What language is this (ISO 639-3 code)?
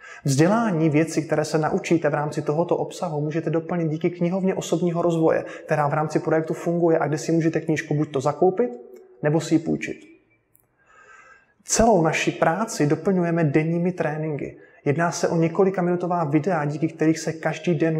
ces